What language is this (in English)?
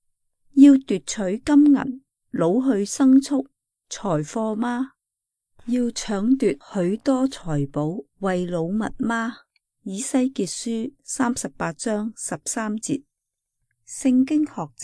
Cantonese